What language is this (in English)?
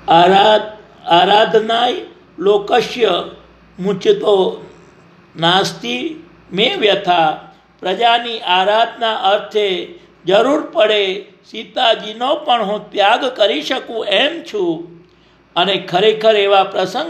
Gujarati